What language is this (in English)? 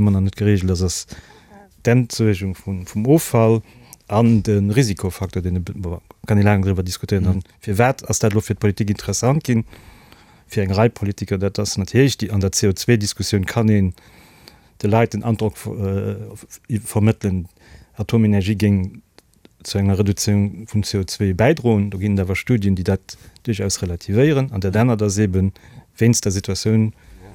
Luxembourgish